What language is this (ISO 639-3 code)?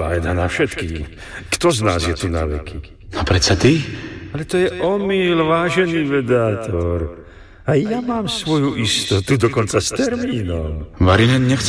slk